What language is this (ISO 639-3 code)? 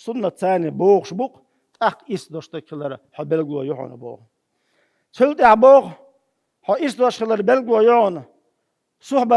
che